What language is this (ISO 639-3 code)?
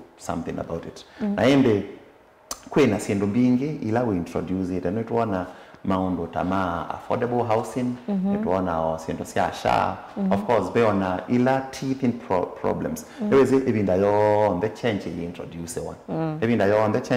kam